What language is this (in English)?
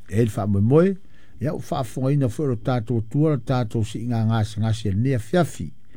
Samoan